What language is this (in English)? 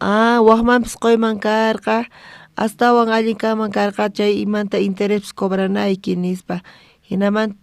South Bolivian Quechua